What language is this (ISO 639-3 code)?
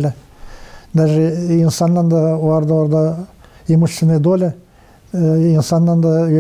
gag